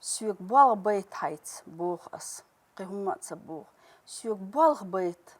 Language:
Chechen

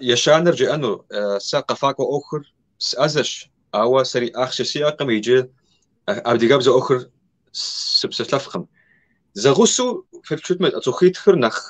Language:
Kabardian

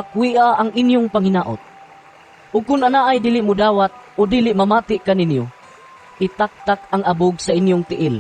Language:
Cebuano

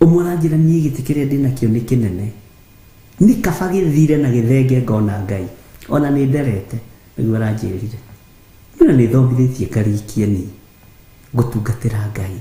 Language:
Kikuyu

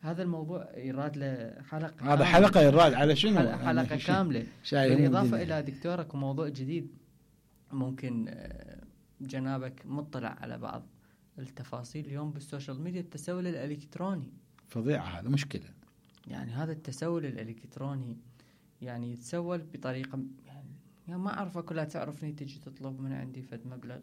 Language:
Mesopotamian Arabic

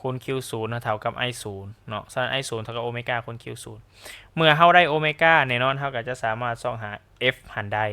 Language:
Lao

